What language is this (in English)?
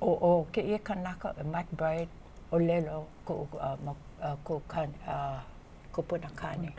Hawaiian